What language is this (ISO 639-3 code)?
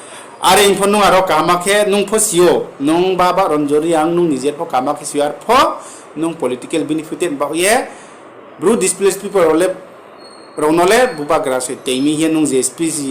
ria